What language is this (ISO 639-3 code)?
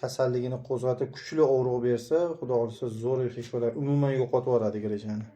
uzb